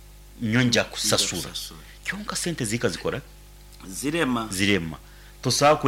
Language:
Nyankole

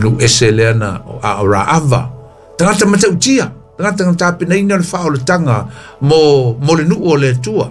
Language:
Samoan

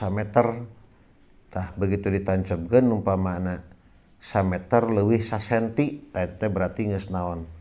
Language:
Sundanese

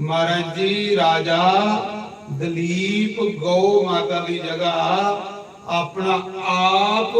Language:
Dogri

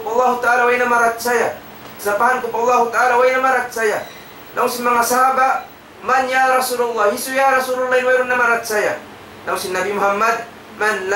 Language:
Tausug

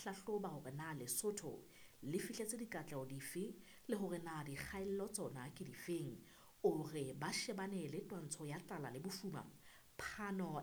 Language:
Southern Sotho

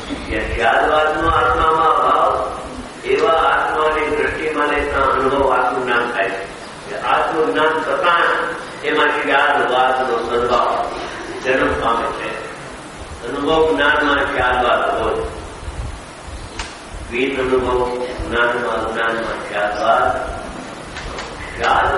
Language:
Gujarati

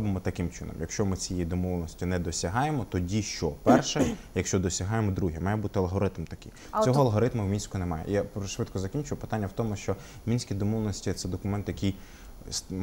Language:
Ukrainian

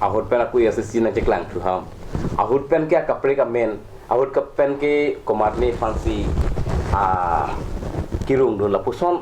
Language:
Karbi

